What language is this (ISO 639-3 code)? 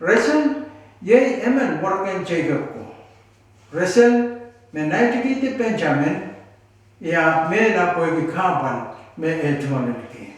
pon